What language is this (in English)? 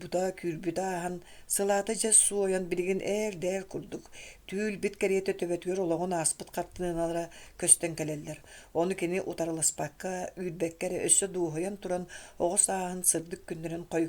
Yakut